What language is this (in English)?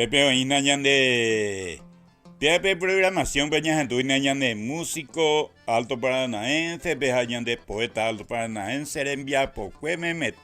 Guarani